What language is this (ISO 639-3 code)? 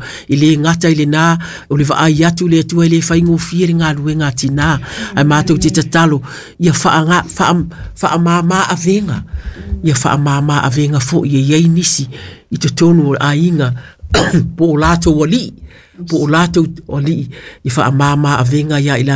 smo